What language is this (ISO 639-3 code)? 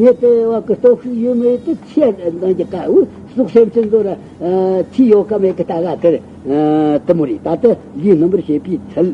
bod